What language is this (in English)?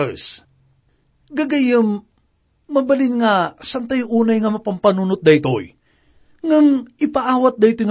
Iloko